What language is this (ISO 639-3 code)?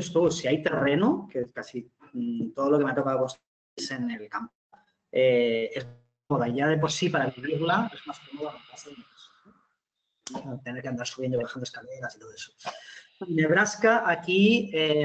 spa